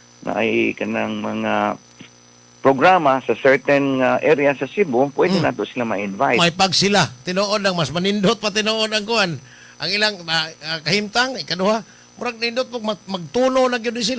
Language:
Cebuano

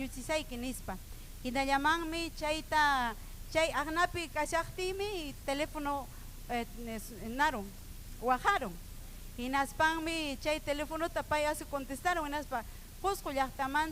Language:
Ayacucho Quechua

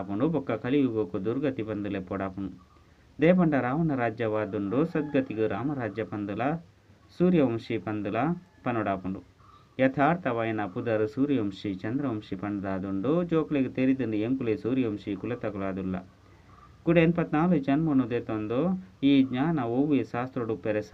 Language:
Tulu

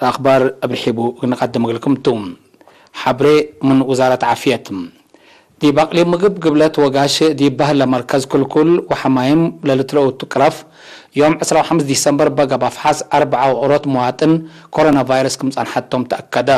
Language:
Tigre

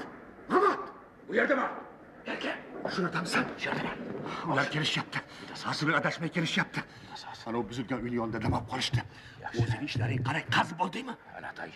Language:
Uzbek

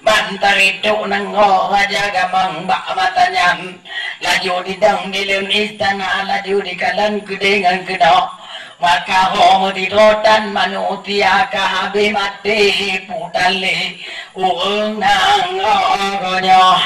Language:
Achinese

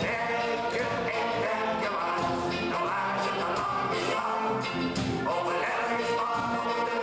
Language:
Limburgish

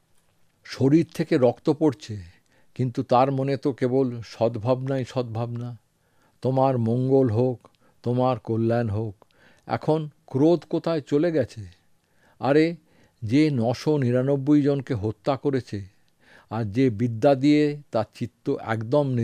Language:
Bangla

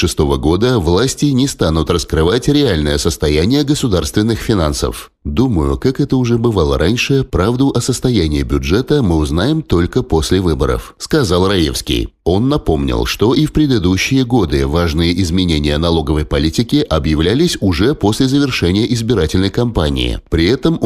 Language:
Russian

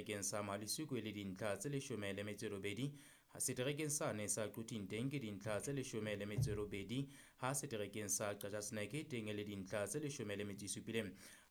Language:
Southern Sotho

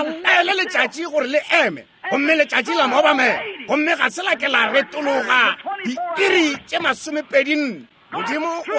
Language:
Northern Sotho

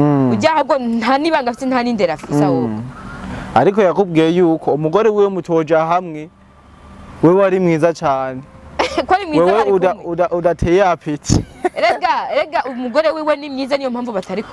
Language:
Rundi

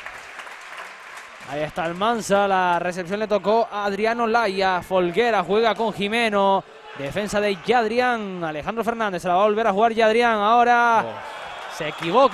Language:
Spanish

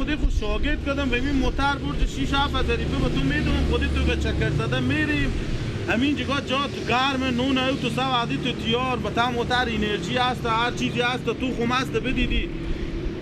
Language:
Persian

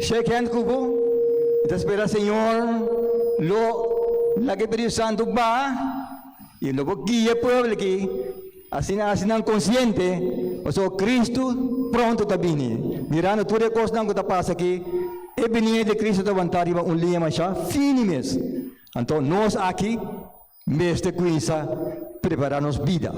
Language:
Papiamento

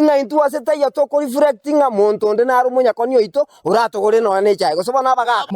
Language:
Gusii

